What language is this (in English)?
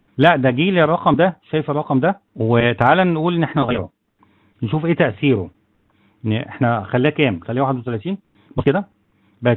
Egyptian Arabic